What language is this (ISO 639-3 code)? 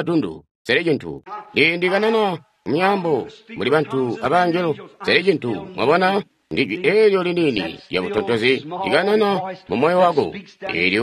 toi